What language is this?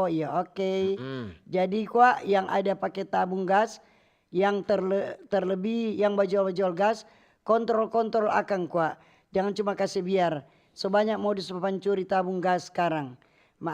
Manado Malay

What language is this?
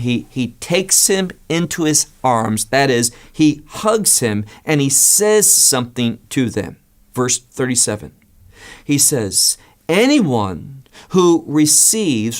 English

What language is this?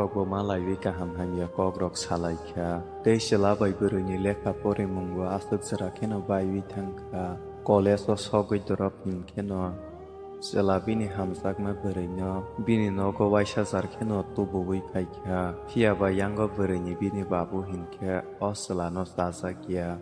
Kok Borok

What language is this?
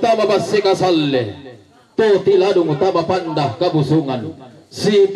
Toraja-Sa'dan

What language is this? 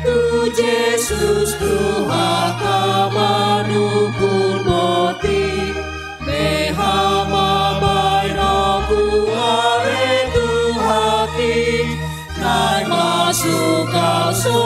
Batak Toba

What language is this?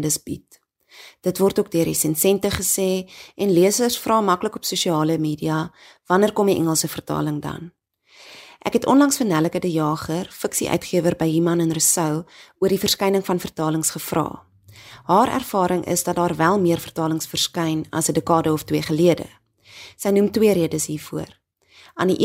Afrikaans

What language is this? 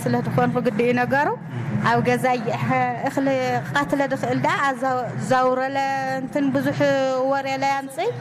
Tigrinya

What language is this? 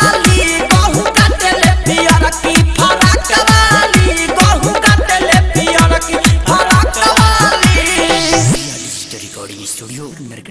Bhojpuri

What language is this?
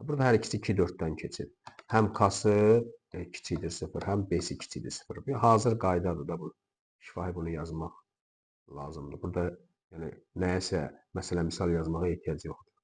Azerbaijani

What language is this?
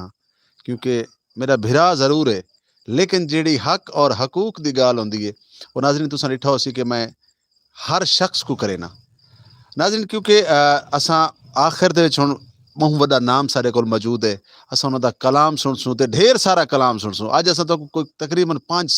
Saraiki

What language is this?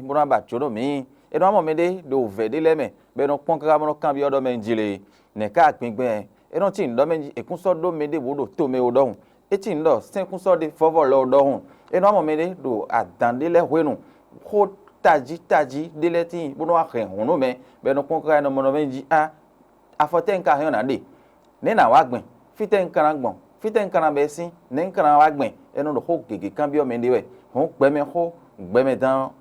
Fon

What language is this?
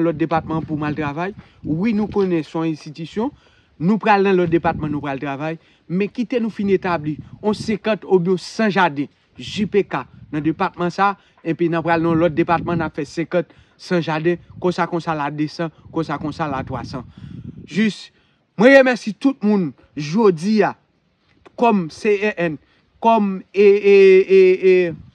Haitian Creole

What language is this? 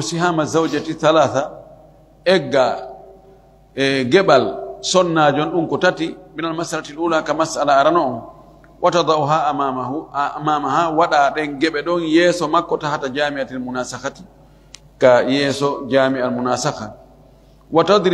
Fula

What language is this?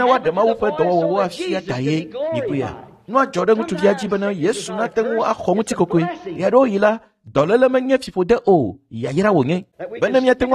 Ewe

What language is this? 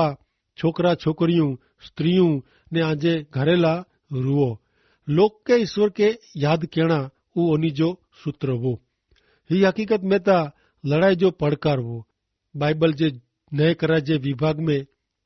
Kachhi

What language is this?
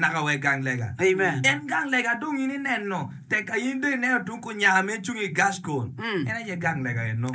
Acoli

